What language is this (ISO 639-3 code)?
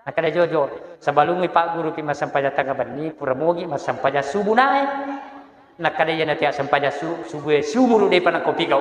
bug